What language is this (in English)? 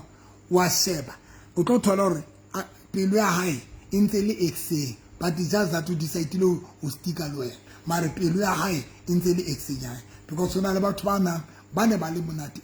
Southern Sotho